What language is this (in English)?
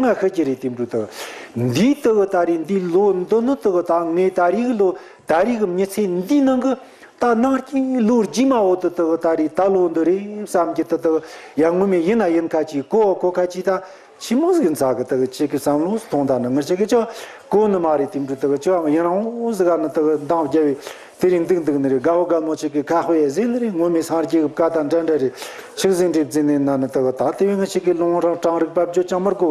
Tibetan